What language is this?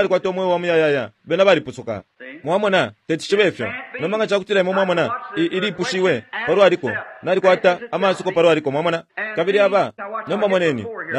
Bemba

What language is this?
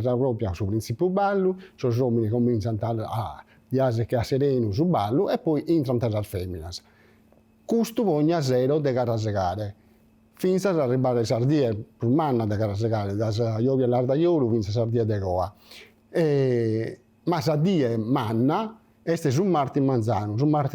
Sardinian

